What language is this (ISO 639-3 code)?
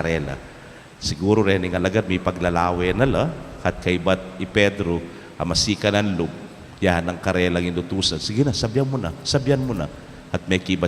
pam